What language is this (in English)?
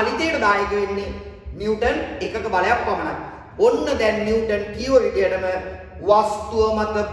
Sinhala